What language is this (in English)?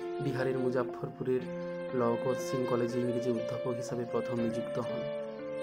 Bangla